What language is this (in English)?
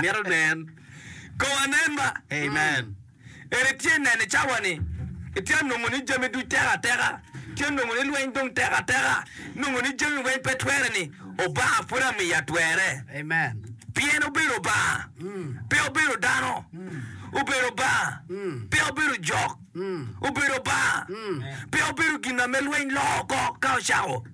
Acoli